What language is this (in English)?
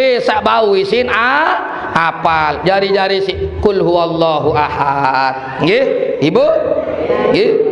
Sasak